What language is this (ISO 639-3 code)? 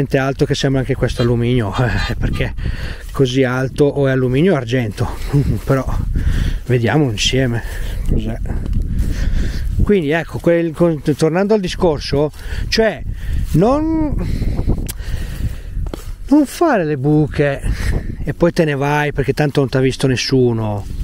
ita